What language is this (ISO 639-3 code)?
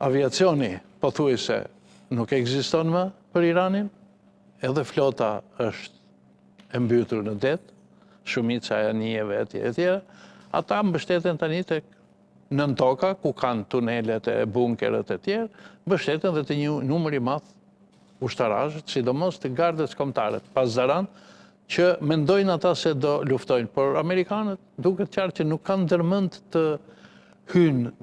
sqi